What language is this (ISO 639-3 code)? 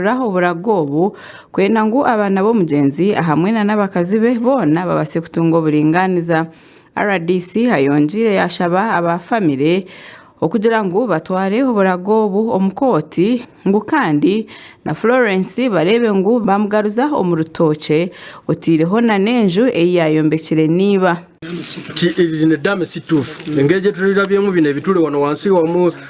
nyn